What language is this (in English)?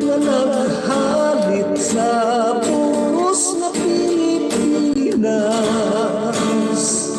Hiligaynon